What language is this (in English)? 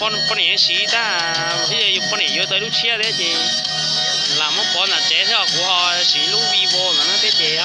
Hmong